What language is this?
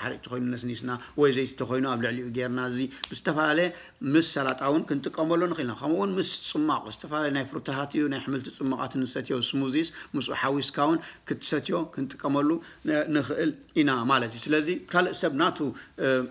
Tigrinya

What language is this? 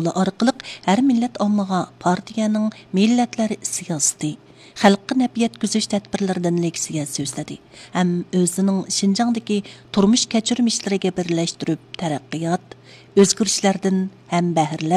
Uyghur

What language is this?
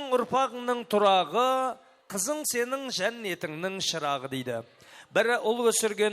Kara-Kalpak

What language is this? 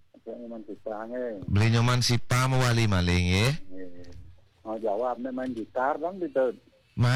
Balinese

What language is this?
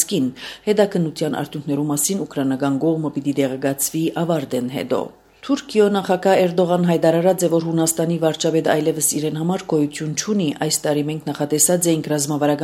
Armenian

